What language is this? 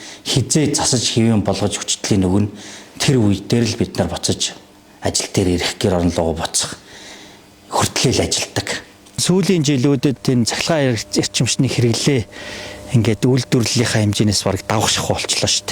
Mongolian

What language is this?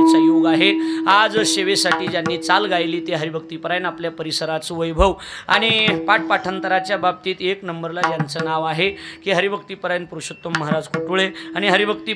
Marathi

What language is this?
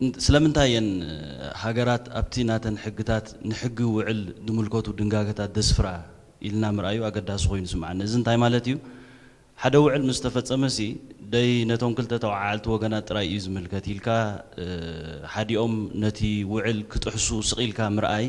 Tigrinya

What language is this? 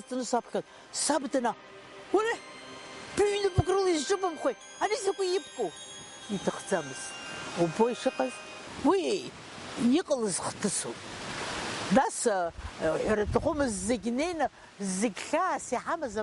Abkhazian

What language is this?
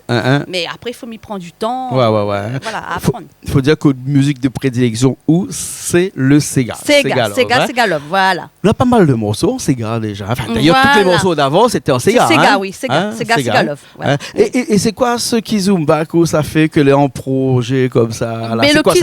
Réunion Creole French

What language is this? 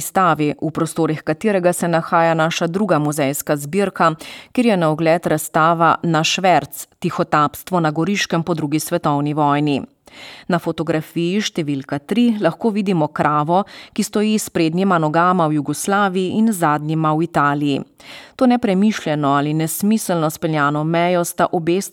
Slovenian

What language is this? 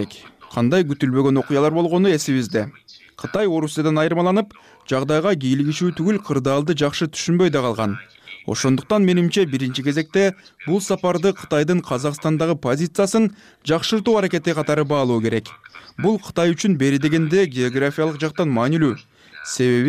Kyrgyz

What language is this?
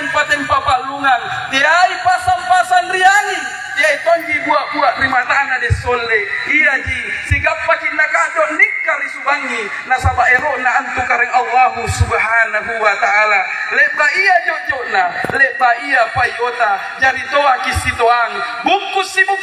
Makasar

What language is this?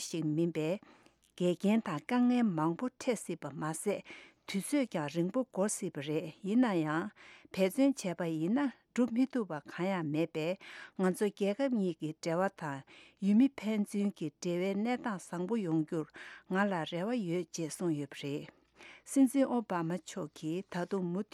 Tibetan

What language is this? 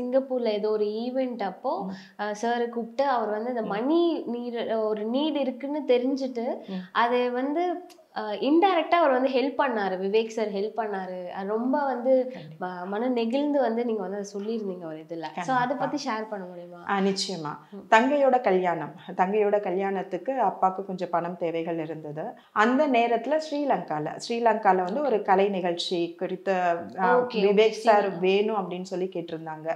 Tamil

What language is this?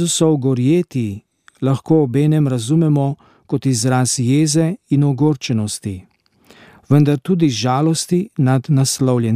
Slovenian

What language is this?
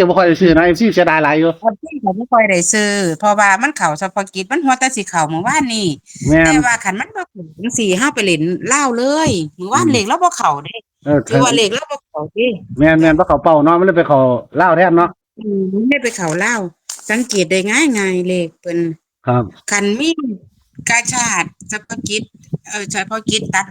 Northeastern Thai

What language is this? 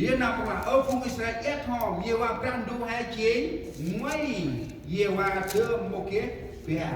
Central Mnong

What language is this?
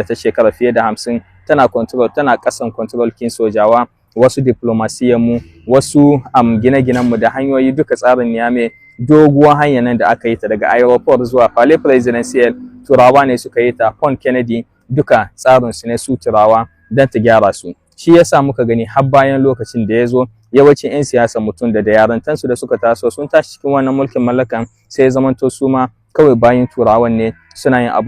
Hausa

